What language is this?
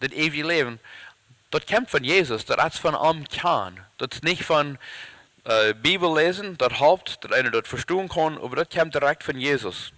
Plautdietsch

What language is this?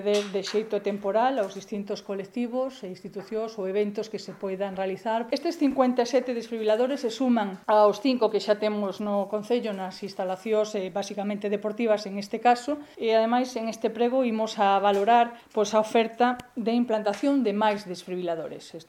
Galician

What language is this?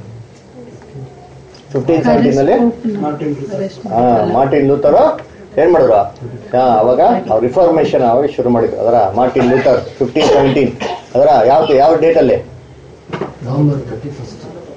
Kannada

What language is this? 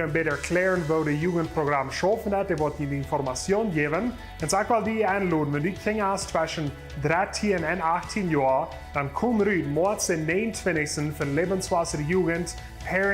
Plautdietsch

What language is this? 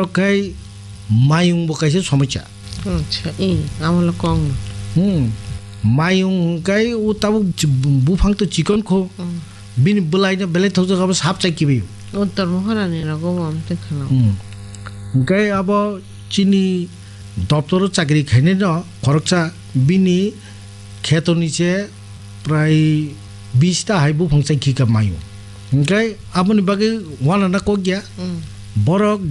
Kok Borok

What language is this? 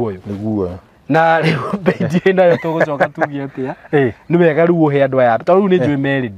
Kikuyu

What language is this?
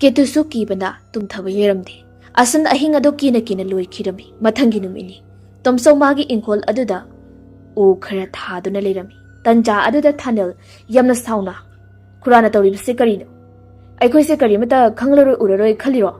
Manipuri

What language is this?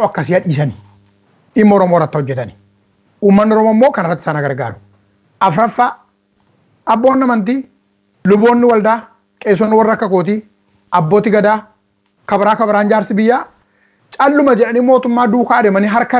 Oromo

